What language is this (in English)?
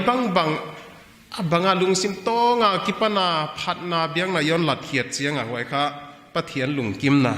Paite Chin